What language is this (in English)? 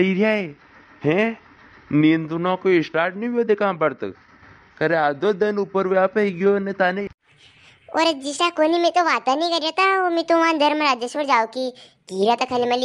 Rajasthani